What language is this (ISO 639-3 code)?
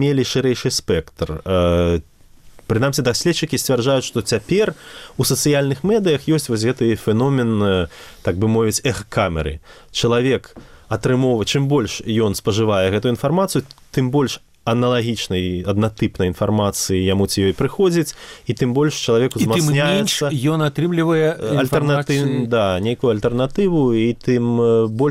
bel